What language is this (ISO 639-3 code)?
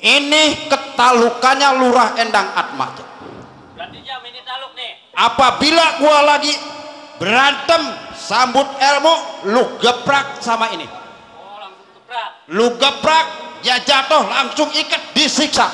bew